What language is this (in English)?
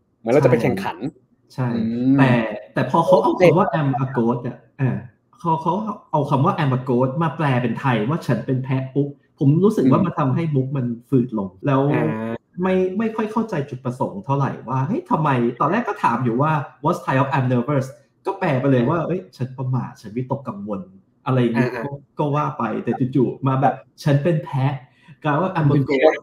Thai